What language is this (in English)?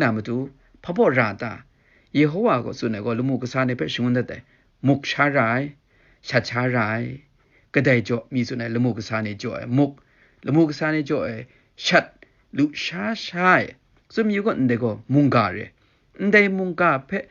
Kachin